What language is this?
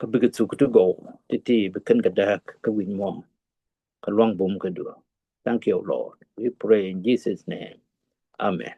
Nuer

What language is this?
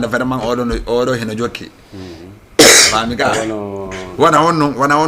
Fula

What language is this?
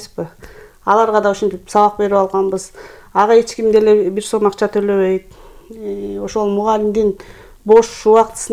Kyrgyz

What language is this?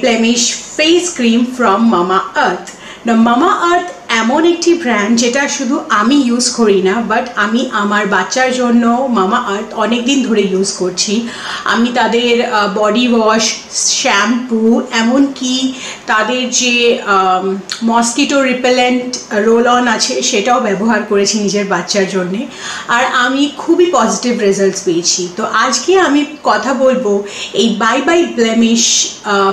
Bangla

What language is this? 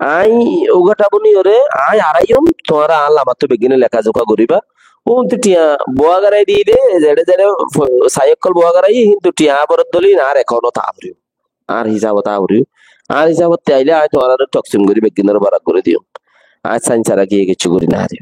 Rohingya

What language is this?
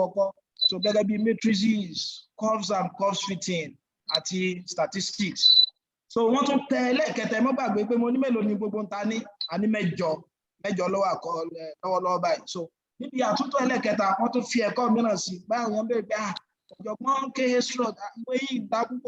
Yoruba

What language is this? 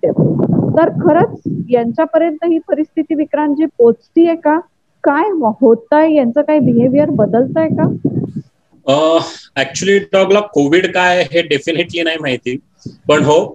Marathi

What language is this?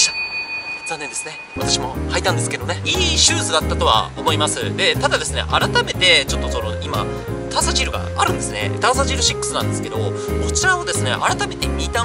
Japanese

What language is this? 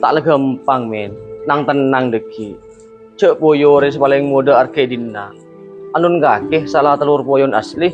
Madurese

